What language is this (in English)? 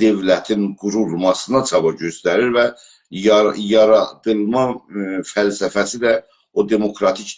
South Azerbaijani